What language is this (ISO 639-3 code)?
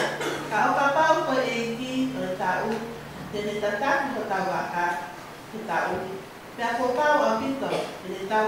ton